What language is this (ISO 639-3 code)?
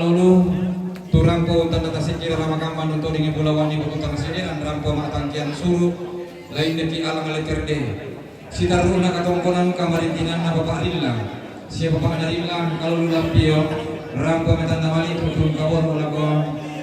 sda